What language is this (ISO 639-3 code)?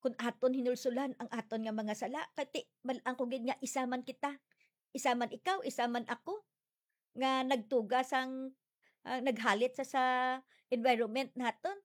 hil